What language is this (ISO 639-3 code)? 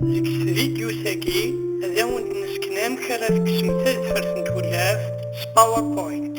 kab